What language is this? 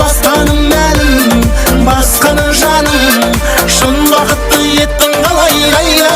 Kara-Kalpak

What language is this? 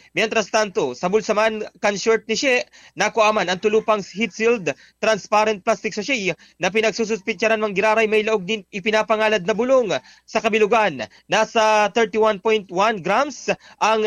Bikol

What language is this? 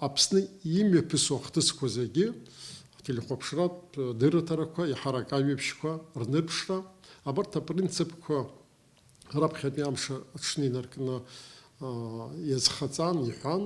Abkhazian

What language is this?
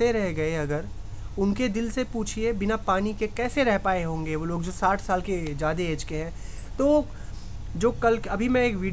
Hindi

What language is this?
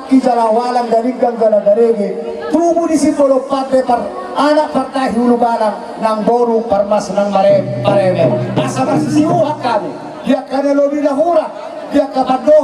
Batak Toba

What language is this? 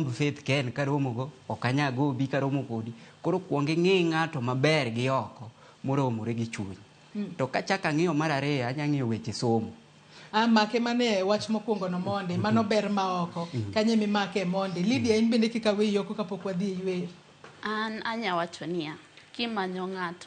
Luo (Kenya and Tanzania)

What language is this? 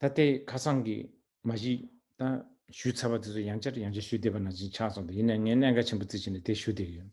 Tibetan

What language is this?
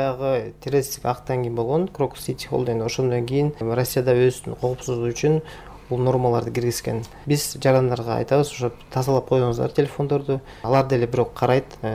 Kyrgyz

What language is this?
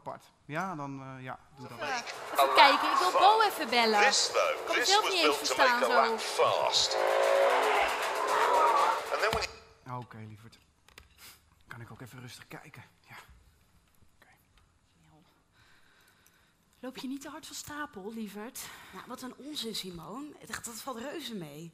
Dutch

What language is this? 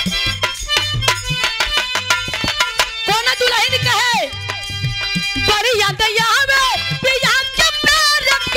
Bhojpuri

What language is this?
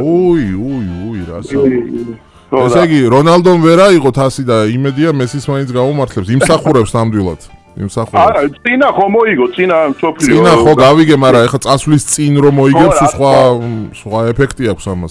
Georgian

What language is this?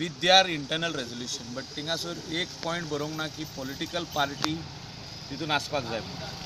Konkani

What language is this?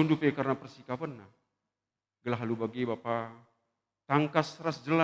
Batak Karo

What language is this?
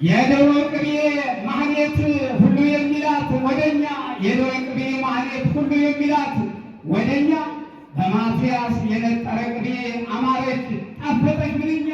Amharic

